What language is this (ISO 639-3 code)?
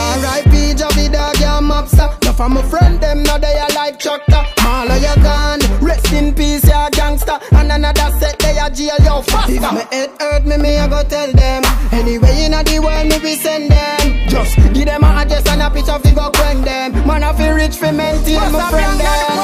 jam